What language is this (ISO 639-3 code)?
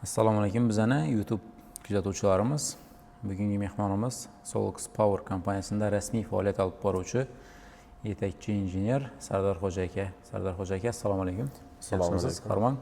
uzb